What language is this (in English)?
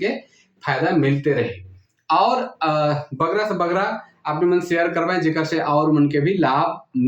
Sadri